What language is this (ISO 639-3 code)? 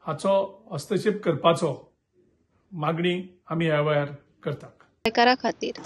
kok